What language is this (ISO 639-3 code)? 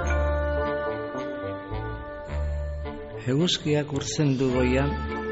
eus